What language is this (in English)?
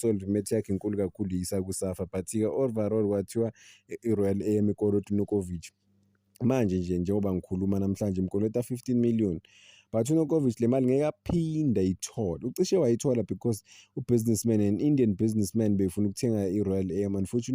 Zulu